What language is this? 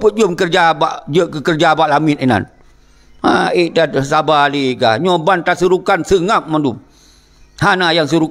Achinese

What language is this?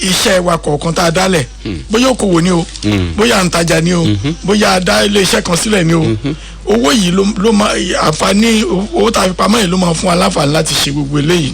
Yoruba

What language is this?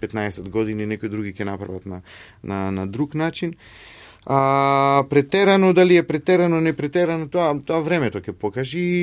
Macedonian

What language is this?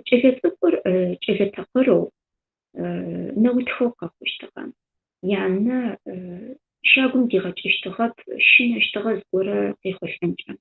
Adyghe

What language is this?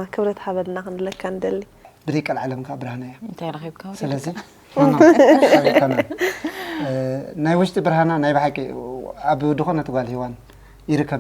Tigrinya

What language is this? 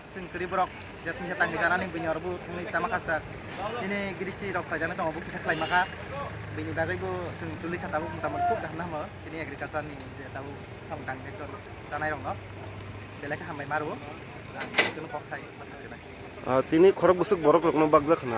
Kok Borok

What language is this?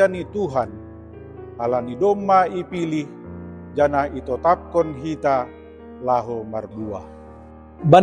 Batak Simalungun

